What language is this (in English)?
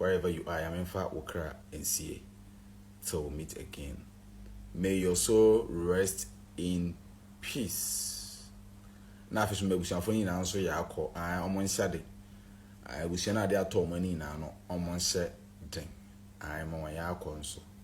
Akan